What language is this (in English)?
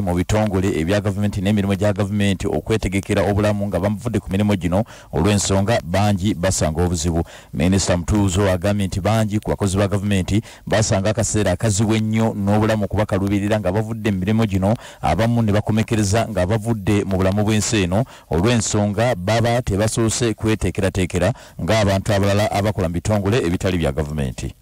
Ganda